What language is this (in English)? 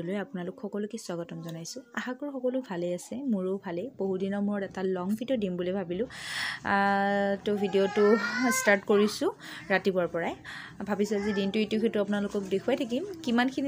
Assamese